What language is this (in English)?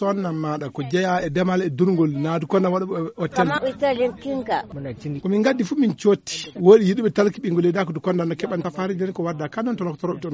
Nigerian Fulfulde